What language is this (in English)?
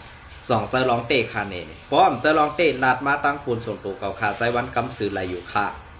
Shan